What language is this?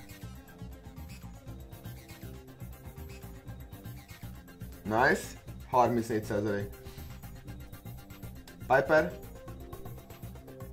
Hungarian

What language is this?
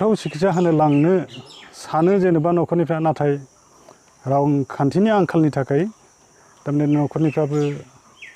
Bodo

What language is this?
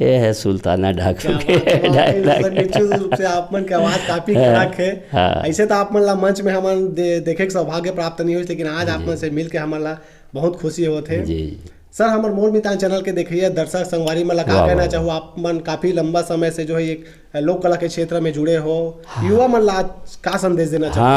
Chhattisgarhi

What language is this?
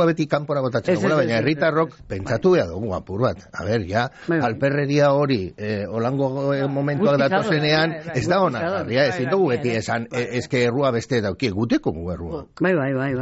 Basque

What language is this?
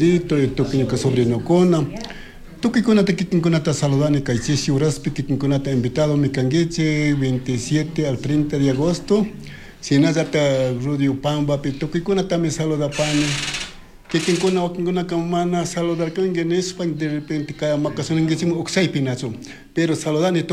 Chimborazo Highland Quichua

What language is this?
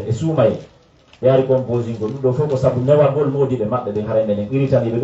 Fula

